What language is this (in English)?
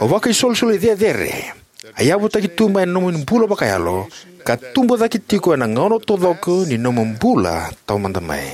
Fijian